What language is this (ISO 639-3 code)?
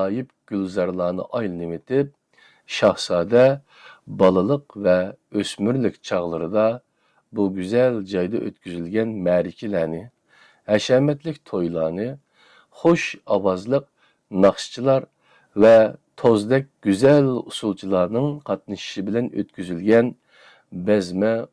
uig